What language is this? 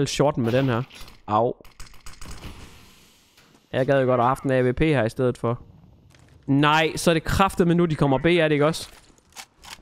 Danish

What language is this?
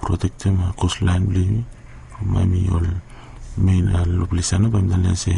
Bislama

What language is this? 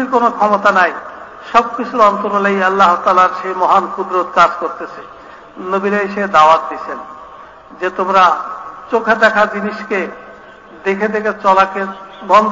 Bangla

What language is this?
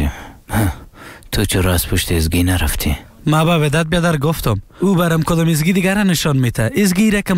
Persian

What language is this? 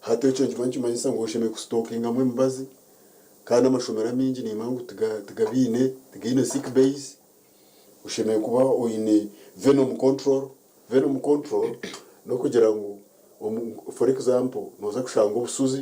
Nyankole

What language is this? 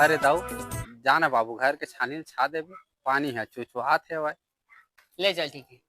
Chhattisgarhi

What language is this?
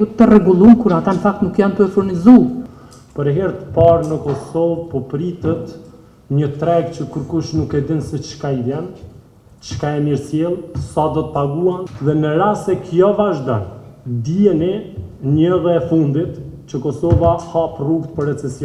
Albanian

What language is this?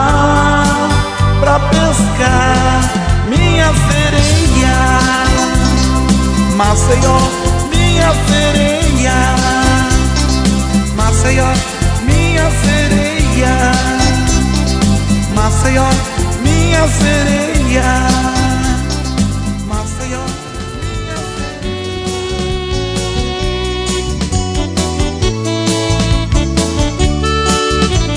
Portuguese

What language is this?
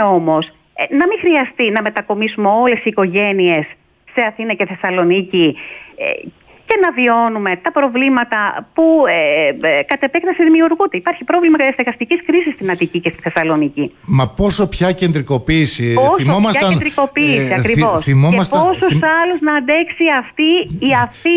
Greek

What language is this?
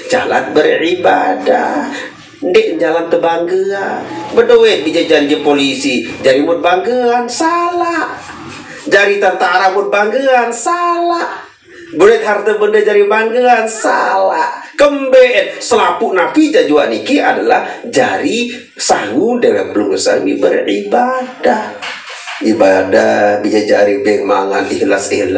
Sasak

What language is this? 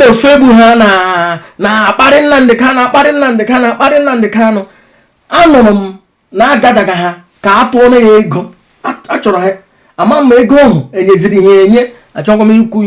Igbo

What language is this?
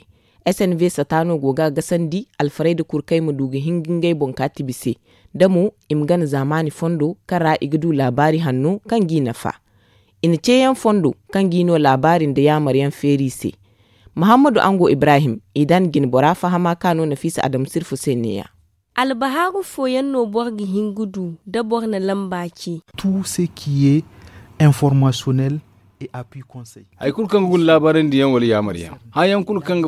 Zarma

